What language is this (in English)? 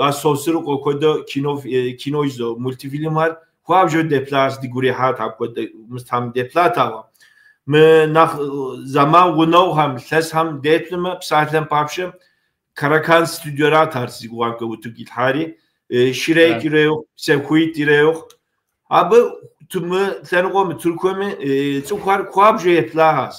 Kabardian